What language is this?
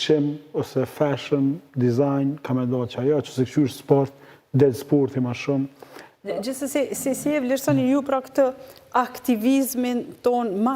Albanian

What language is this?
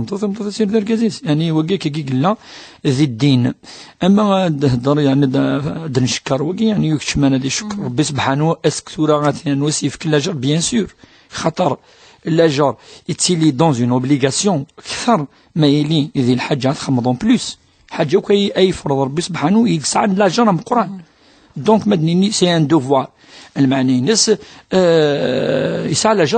Kabyle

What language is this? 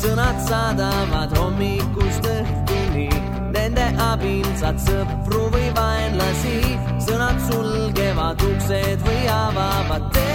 Estonian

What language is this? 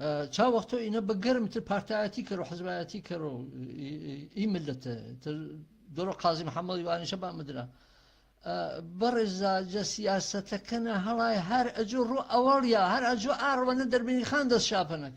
Gurani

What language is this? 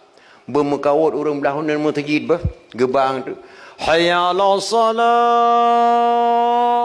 Achinese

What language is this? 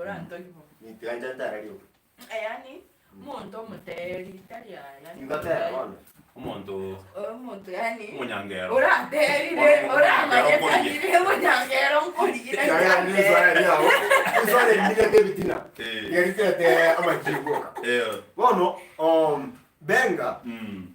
Gusii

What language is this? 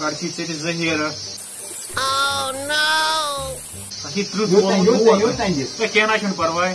Kashmiri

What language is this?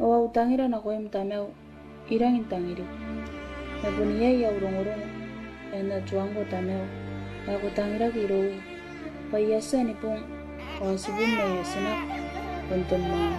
Gilbertese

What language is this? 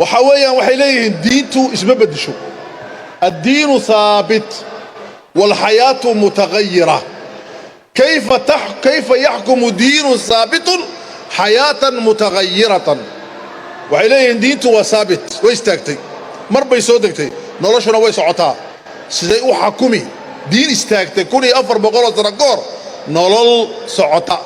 Somali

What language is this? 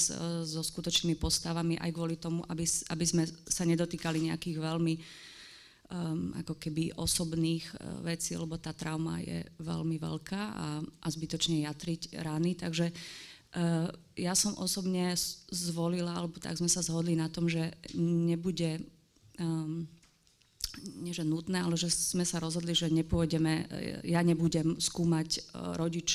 Slovak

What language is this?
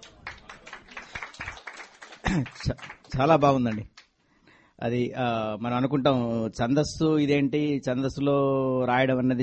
Telugu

